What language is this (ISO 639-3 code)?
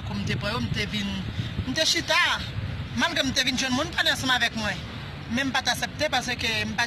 hat